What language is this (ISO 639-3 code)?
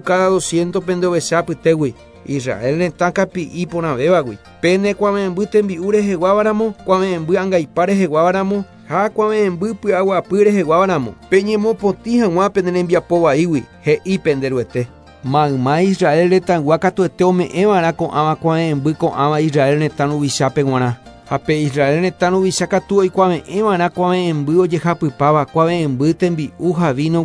grn